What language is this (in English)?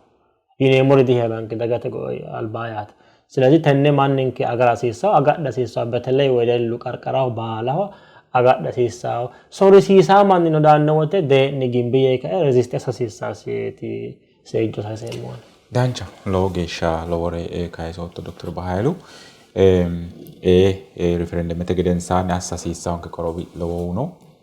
Sidamo